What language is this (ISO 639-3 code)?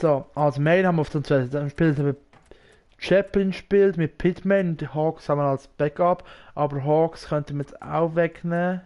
gsw